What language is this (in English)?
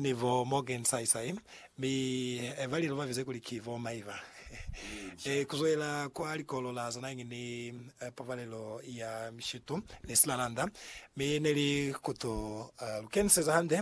Lozi